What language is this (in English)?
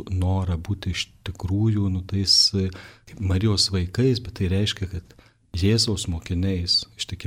Lithuanian